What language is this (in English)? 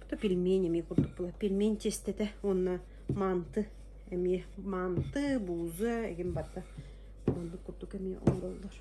Yakut